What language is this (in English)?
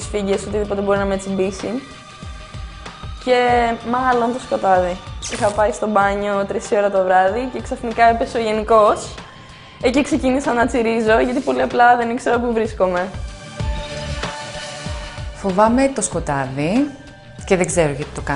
Greek